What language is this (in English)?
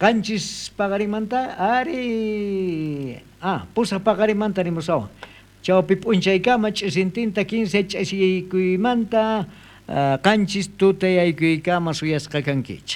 South Bolivian Quechua